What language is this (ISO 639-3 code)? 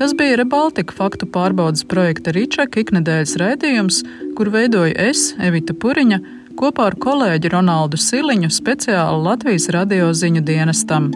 lav